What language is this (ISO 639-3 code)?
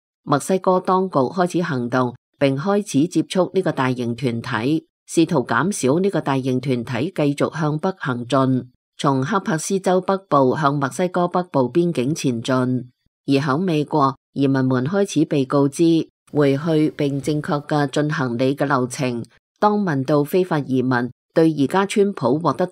yue